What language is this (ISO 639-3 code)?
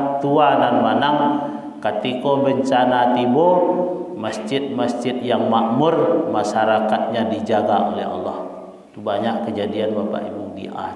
min